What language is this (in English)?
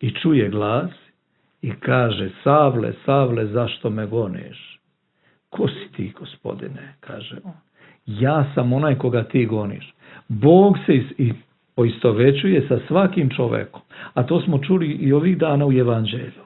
Serbian